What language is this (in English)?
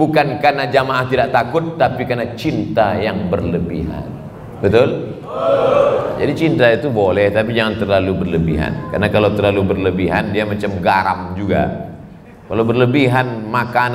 Indonesian